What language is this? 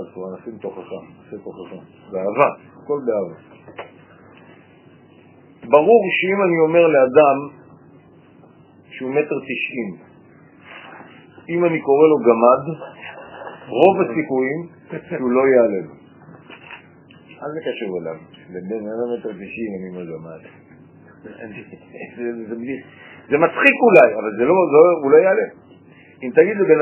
Hebrew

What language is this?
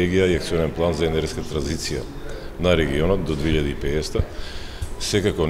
Macedonian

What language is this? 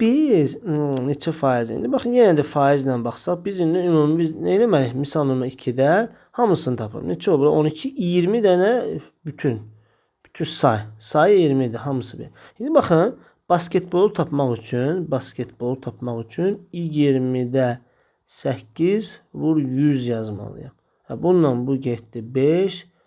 Azerbaijani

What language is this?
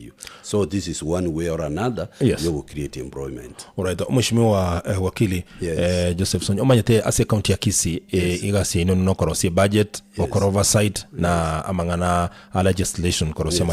Gusii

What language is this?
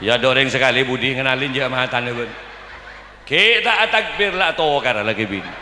Madurese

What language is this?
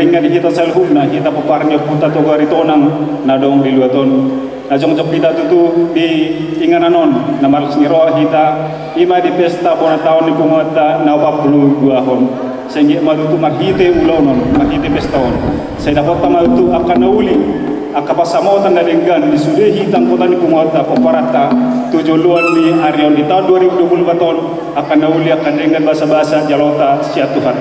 Batak Toba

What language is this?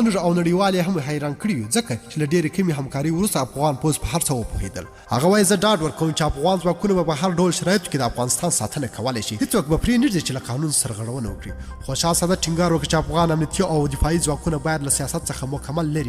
Pashto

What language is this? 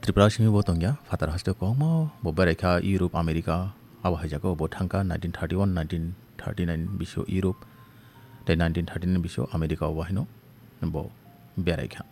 Kok Borok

